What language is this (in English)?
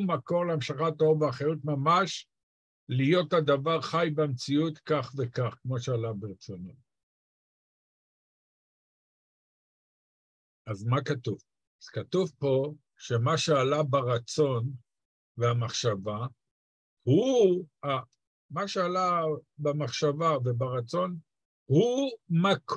Hebrew